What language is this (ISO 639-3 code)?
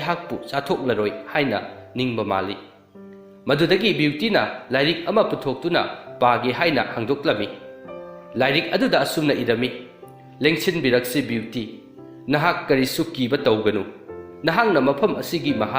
mni